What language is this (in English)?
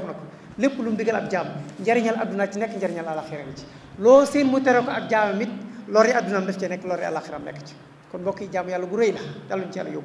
Wolof